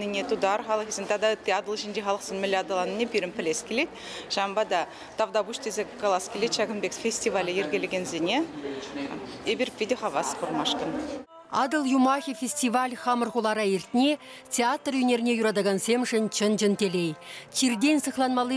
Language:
Chuvash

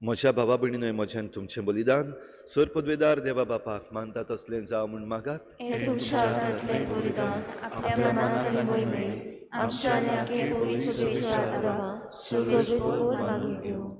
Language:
Konkani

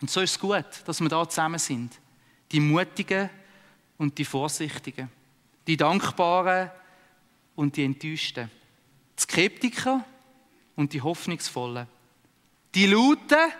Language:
Swiss German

